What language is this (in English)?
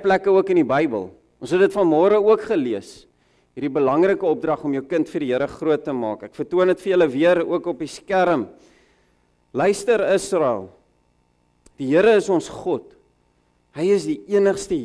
Afrikaans